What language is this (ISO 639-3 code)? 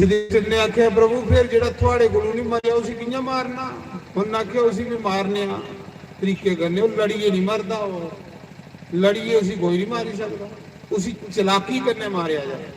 doi